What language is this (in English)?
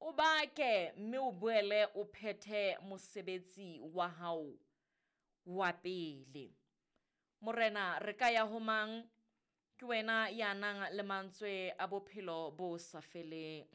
Southern Sotho